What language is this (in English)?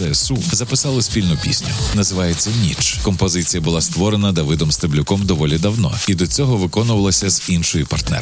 Ukrainian